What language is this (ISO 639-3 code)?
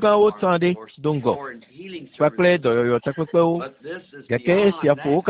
ewe